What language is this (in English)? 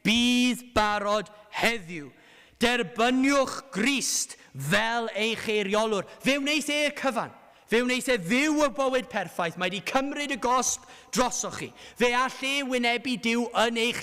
Welsh